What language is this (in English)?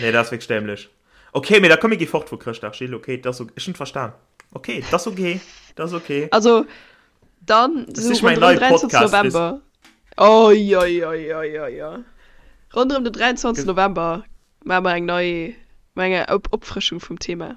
Luxembourgish